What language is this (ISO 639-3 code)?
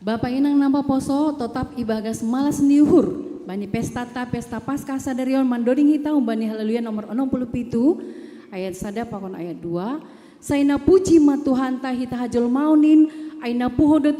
bts